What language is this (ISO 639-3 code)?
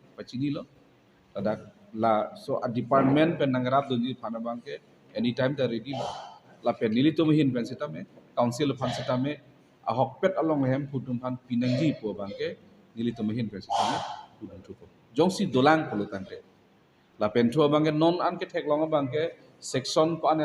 mjw